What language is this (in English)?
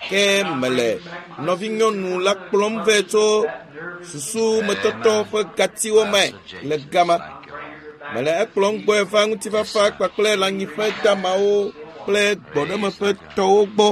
Ewe